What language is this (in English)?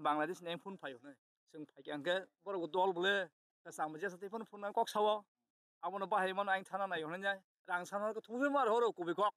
Kok Borok